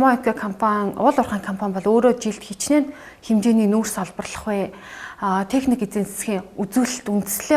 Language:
Mongolian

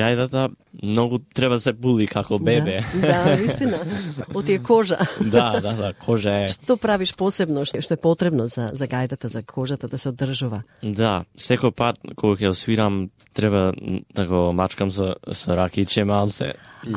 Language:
Macedonian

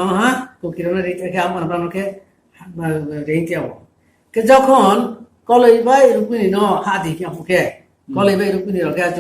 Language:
Riang (India)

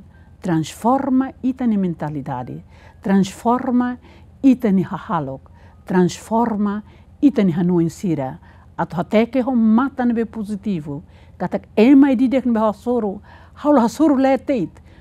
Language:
Tetum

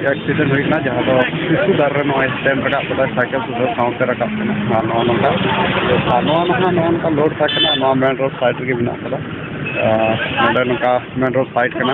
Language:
Santali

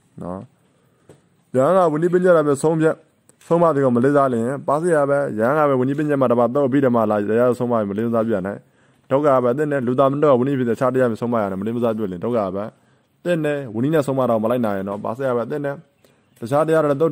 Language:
Burmese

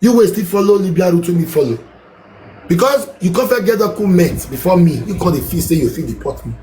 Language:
Nigerian Pidgin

